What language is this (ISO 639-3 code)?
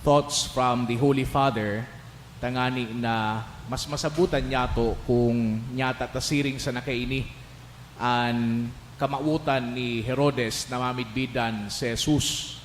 bik